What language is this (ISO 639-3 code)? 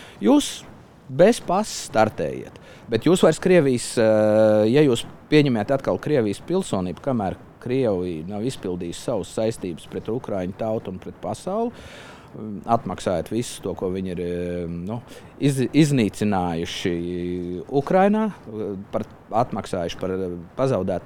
lav